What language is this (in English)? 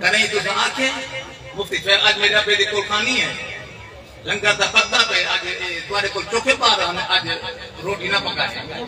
Saraiki